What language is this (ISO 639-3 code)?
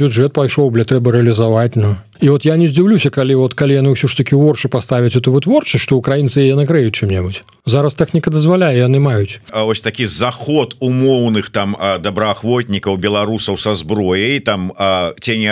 bel